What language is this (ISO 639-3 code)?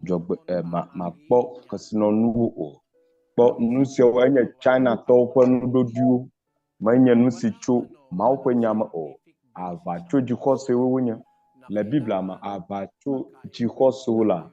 ewe